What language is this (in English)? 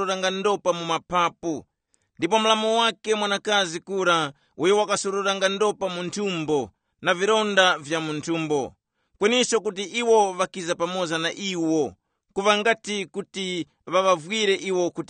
Tumbuka